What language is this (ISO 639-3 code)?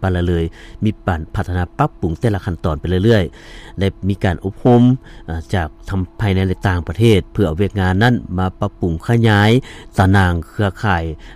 lao